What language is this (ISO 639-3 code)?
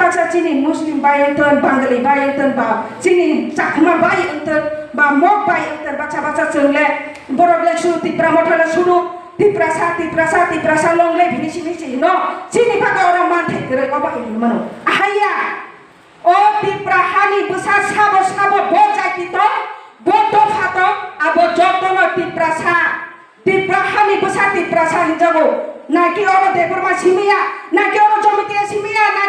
trp